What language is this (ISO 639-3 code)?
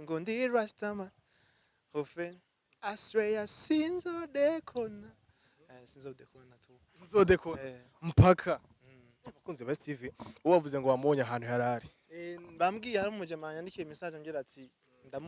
run